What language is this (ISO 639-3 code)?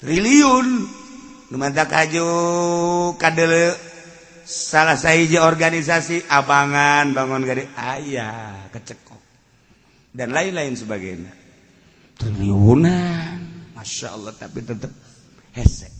sun